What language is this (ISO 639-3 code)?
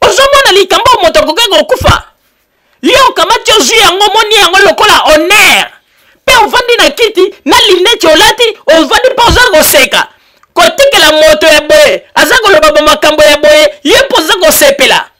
lin